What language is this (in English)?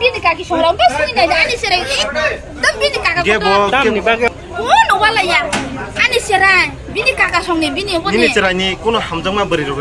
Kok Borok